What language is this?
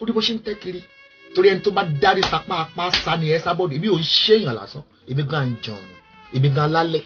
Yoruba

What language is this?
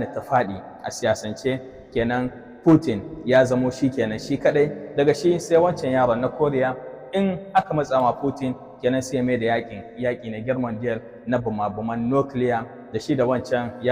Hausa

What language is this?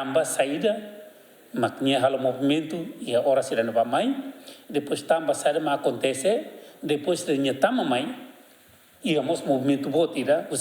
Tetum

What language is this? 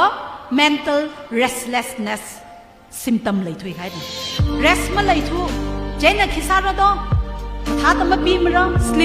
Tangkhul Naga (India)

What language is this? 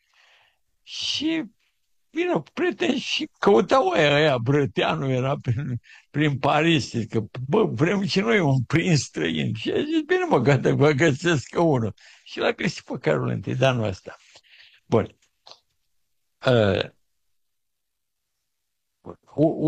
Romanian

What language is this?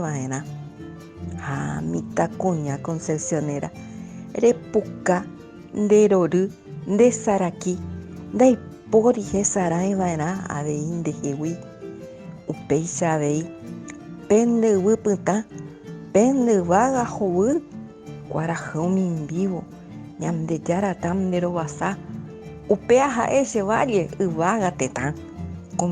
Guarani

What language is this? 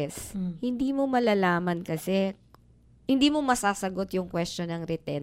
Filipino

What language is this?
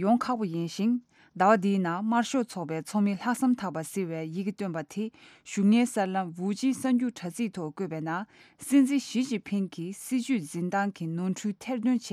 Tibetan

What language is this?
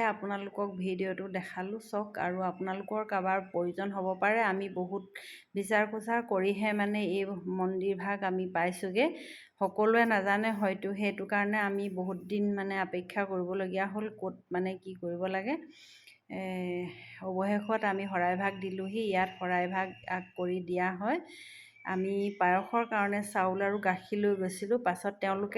Assamese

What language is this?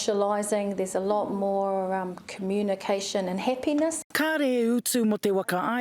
Māori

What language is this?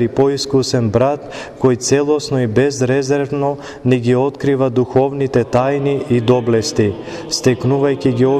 Macedonian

